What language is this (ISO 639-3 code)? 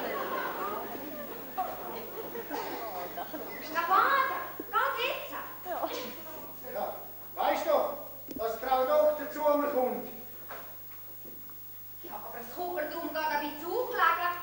deu